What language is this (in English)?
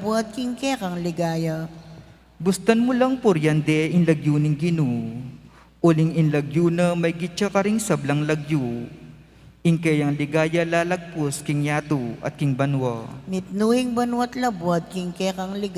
Pampanga